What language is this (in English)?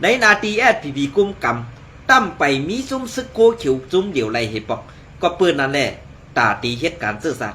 Shan